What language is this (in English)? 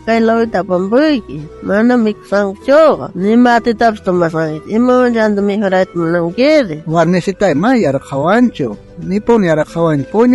South Bolivian Quechua